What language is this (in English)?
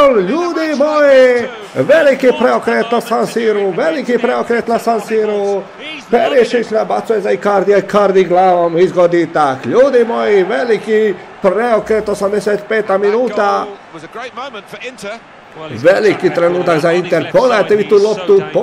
Croatian